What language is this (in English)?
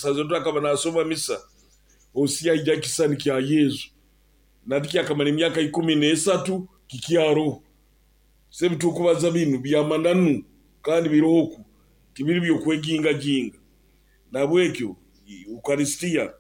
Nyoro